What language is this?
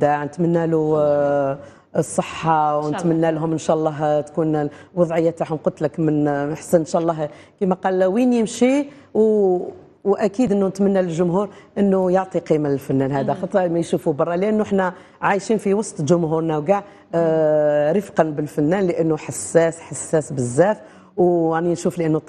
Algerian Arabic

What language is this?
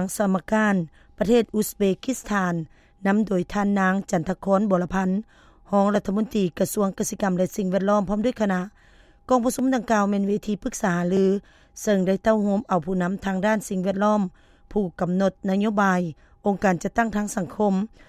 Lao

